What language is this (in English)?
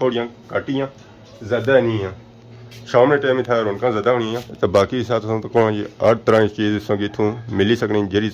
Pahari-Potwari